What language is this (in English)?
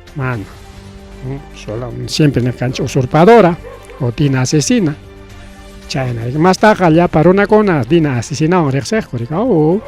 Ayacucho Quechua